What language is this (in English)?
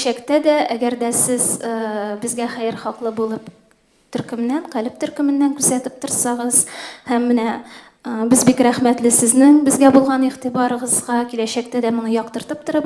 Tatar